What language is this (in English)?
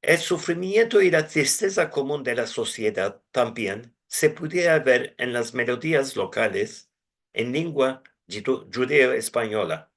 Ladino